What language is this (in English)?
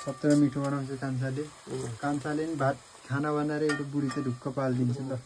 Nepali